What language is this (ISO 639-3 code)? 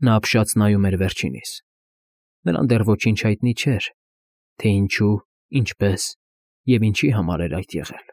hye